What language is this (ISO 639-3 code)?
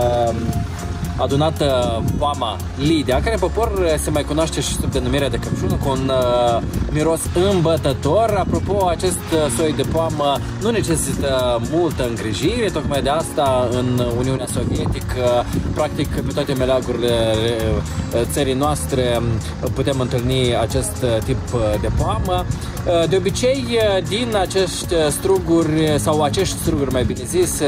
ron